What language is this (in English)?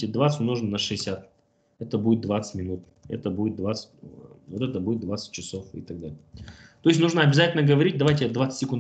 Russian